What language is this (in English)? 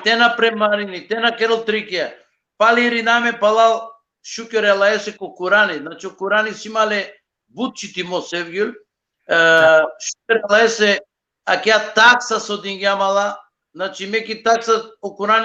Balkan Romani